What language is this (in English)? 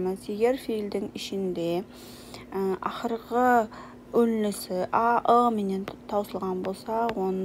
Kara-Kalpak